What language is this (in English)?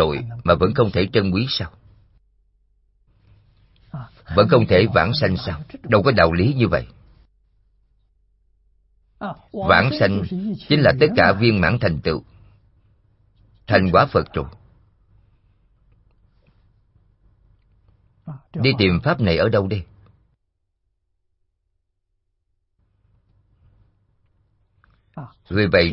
Vietnamese